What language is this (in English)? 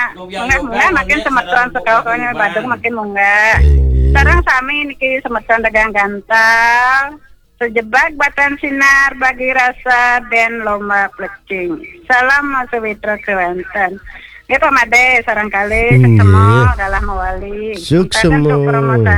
Balinese